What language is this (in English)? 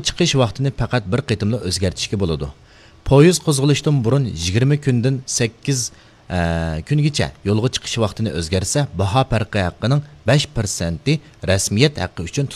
Uyghur